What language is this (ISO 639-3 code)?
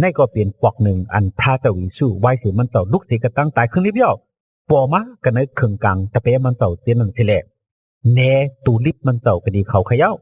shn